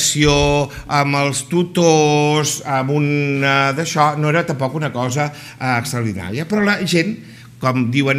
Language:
Catalan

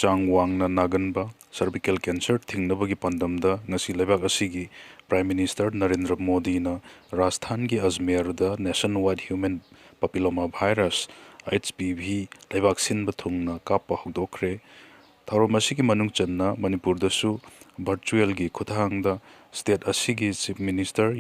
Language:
Manipuri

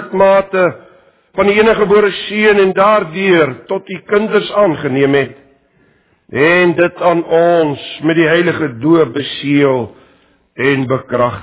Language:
Afrikaans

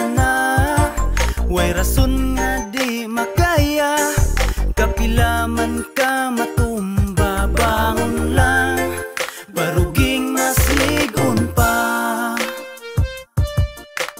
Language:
Cebuano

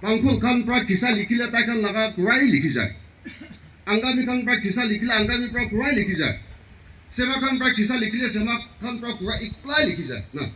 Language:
Naga Pidgin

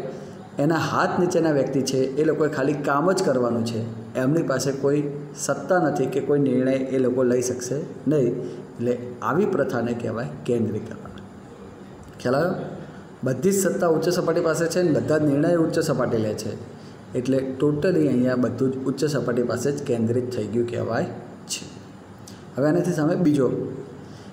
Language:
Gujarati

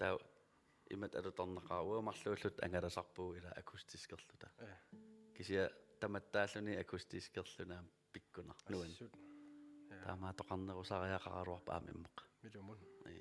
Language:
Kalaallisut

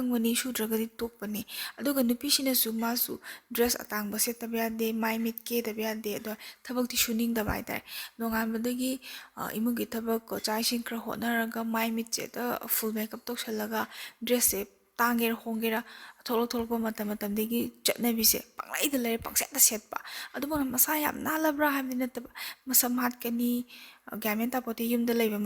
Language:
Manipuri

